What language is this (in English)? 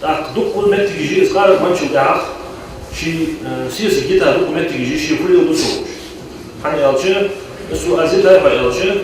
Ingush